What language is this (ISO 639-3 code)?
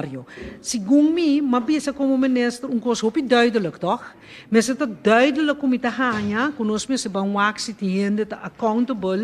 pap